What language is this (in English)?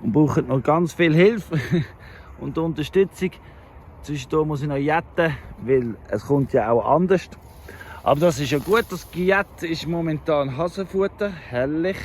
Swiss German